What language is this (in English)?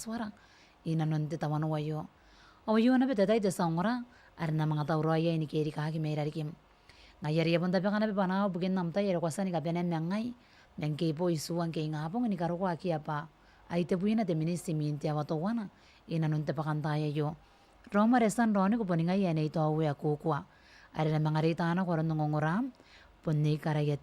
Gilbertese